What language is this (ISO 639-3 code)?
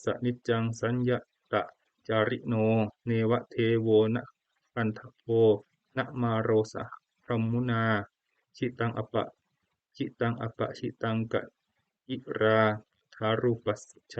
pli